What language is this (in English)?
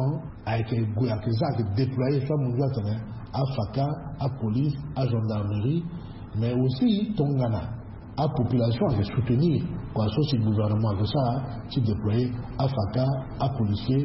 Sango